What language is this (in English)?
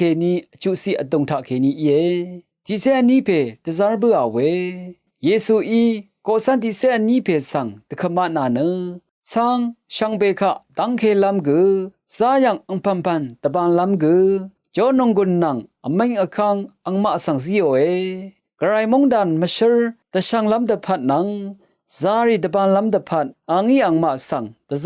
Rawang